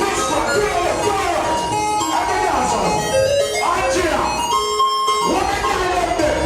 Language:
Jamaican Creole English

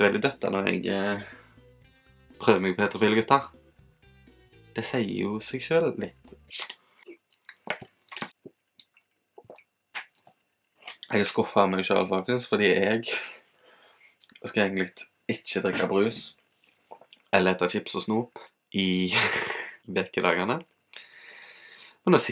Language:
Norwegian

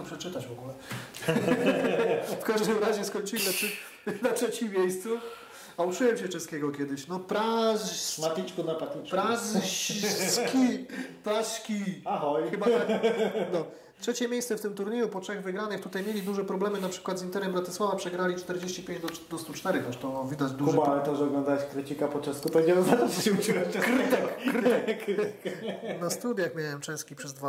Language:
Polish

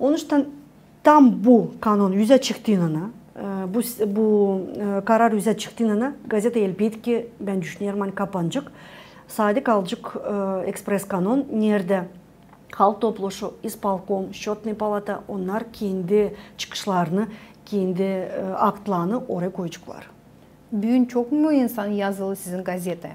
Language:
Gagauz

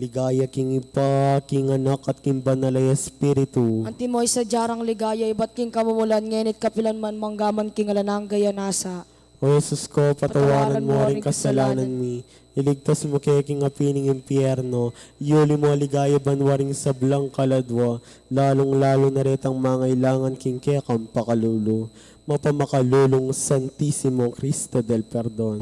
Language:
Pampanga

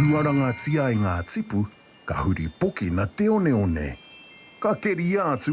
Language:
Māori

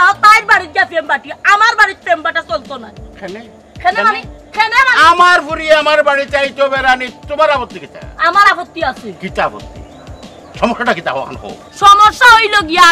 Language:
Sylheti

